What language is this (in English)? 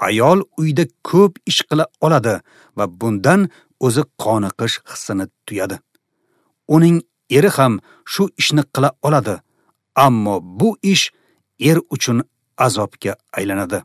Uzbek